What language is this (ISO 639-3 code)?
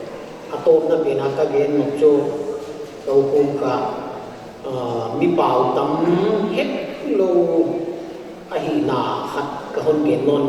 pck